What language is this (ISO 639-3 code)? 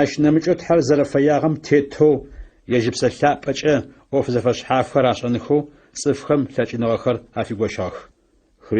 ady